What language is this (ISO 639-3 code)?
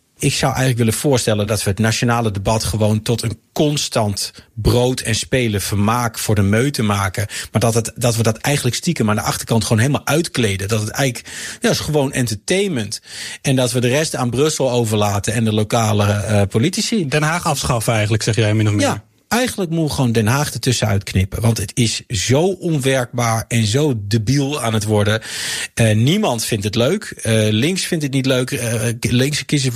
nld